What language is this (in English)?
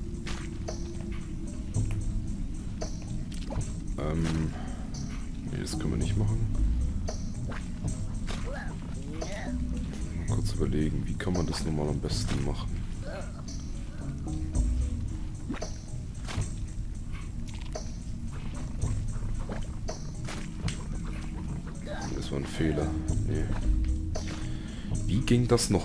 German